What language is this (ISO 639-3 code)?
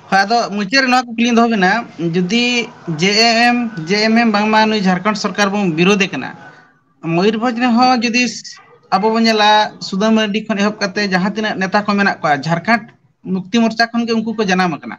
sat